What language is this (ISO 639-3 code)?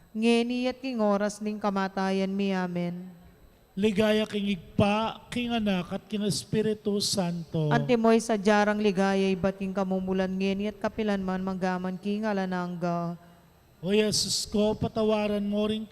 pam